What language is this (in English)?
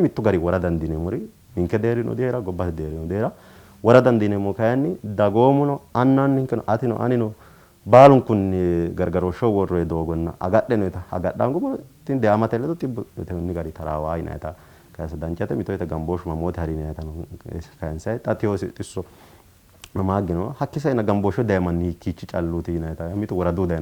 Sidamo